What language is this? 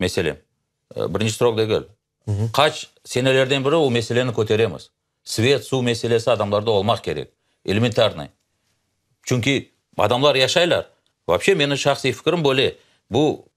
Crimean Tatar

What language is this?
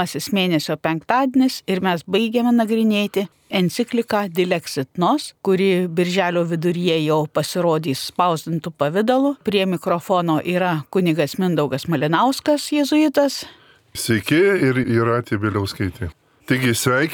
Lithuanian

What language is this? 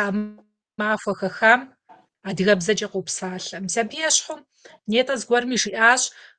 Kabardian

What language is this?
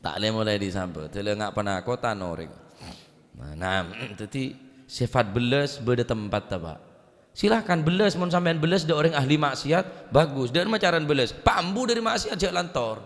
Madurese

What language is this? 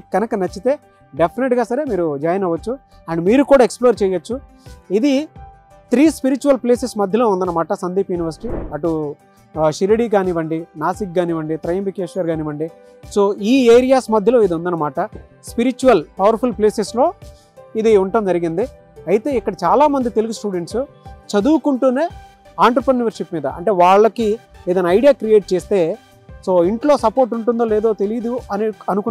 Telugu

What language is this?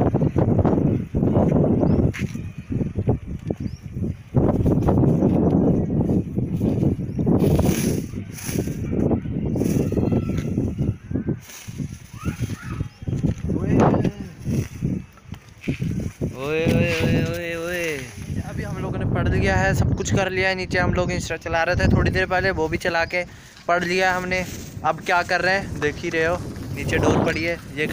Hindi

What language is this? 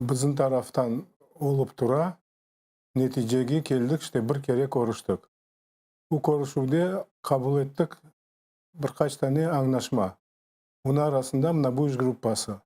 Crimean Tatar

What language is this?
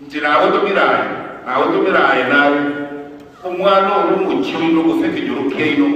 Gusii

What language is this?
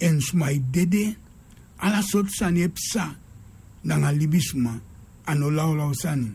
Sranan Tongo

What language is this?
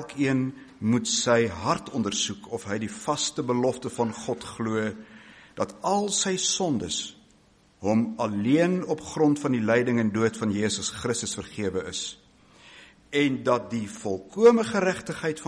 Afrikaans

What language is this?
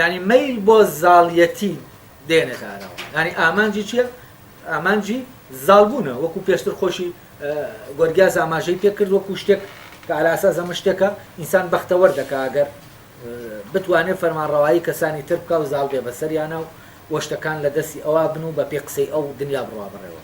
Central Kurdish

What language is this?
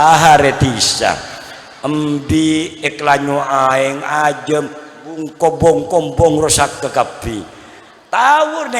Madurese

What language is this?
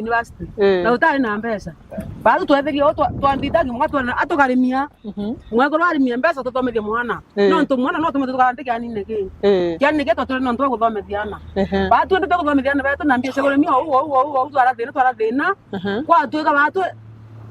Meru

